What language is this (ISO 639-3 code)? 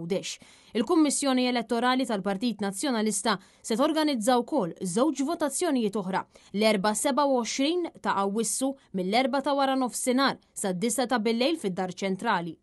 mlt